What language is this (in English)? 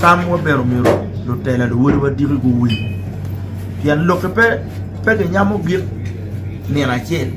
Acoli